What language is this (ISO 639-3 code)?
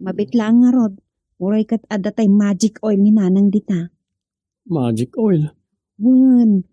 ilo